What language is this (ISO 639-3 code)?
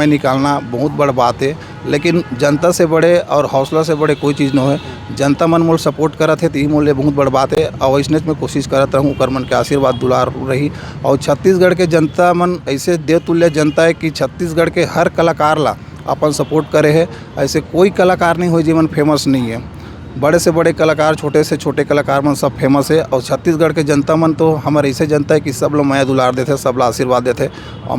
hne